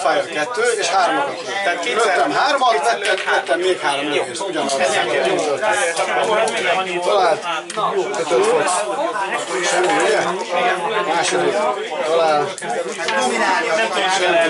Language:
Hungarian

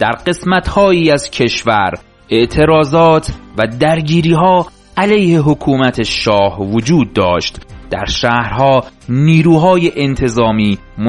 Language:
Persian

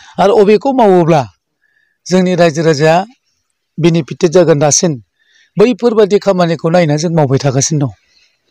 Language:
Bodo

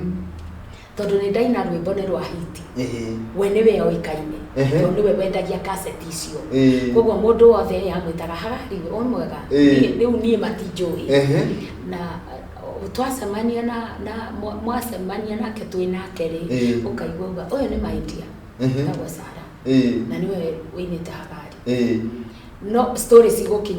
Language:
Kikuyu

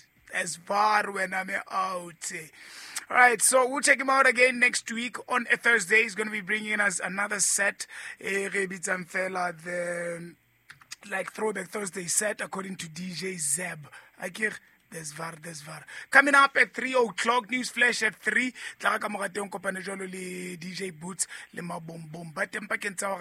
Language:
Southern Sotho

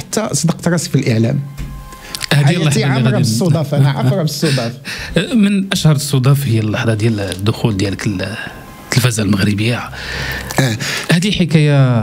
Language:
Moroccan Arabic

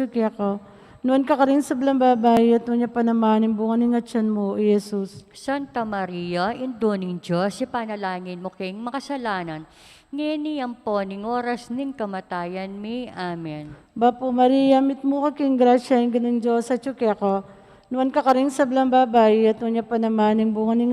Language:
Pampanga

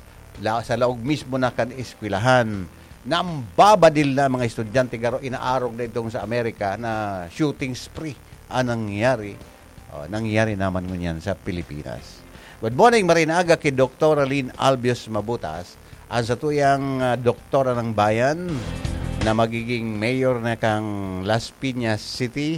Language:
Bikol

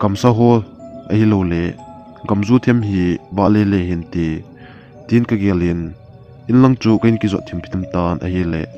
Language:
Thado Chin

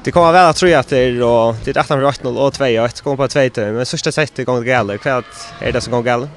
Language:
Faroese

